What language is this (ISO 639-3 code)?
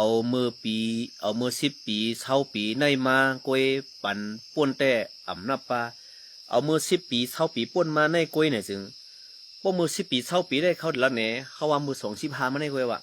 shn